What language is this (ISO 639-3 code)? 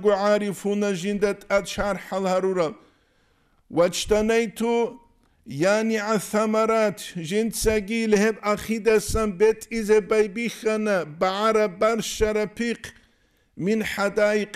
ava